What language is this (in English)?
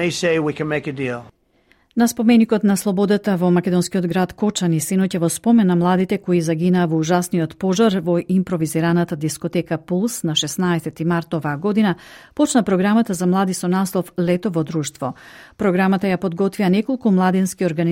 Macedonian